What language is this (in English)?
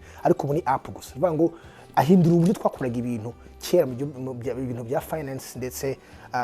Kinyarwanda